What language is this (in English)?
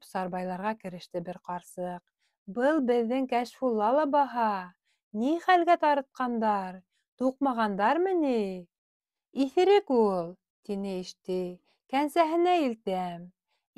Bashkir